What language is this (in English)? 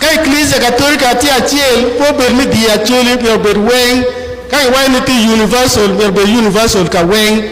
Acoli